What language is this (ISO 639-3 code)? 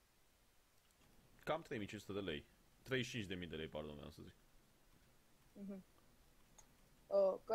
ron